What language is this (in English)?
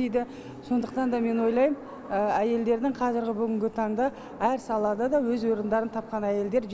Kazakh